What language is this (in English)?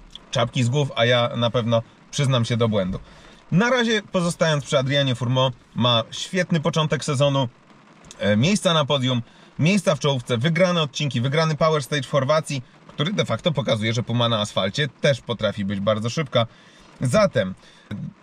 Polish